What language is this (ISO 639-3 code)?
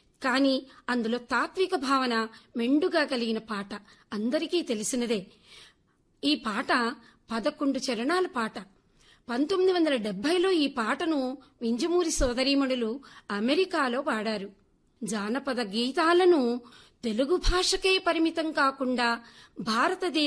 tel